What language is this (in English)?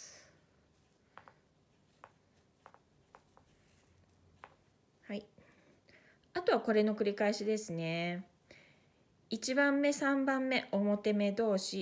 Japanese